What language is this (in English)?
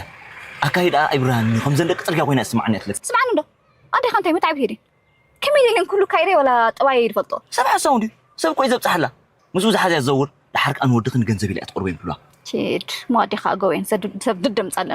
Tigrinya